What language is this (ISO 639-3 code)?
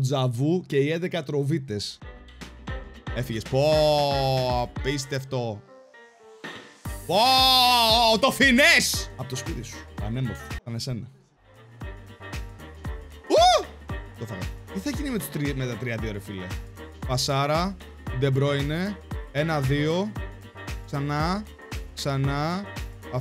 ell